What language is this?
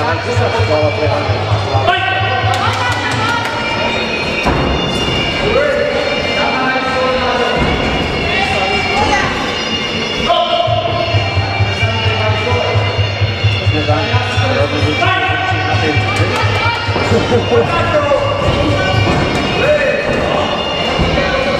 Slovak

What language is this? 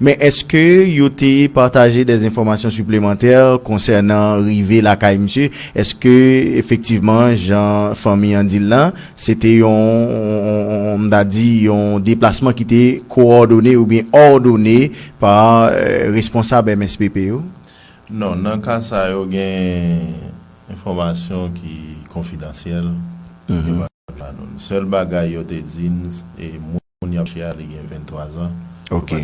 Haitian Creole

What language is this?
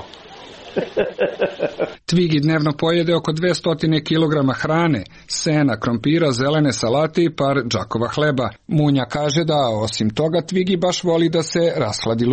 Serbian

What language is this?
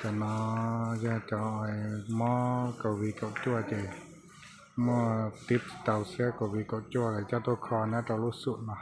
Hmong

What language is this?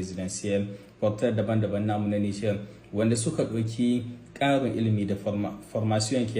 Hausa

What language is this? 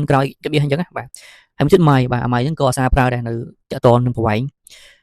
Khmer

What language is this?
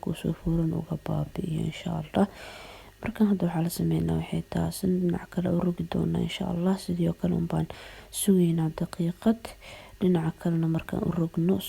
Somali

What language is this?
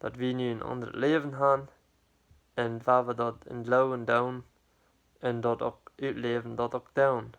Plautdietsch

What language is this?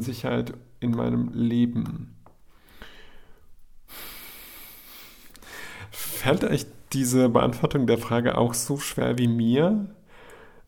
German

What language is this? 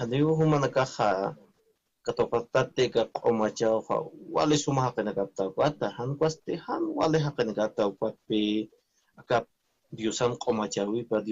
Aymara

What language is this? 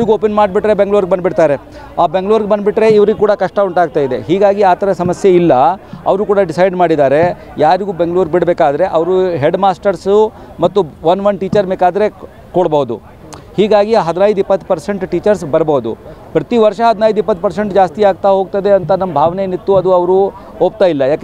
Kannada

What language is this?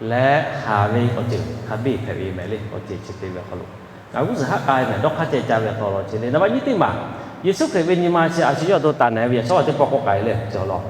Lahu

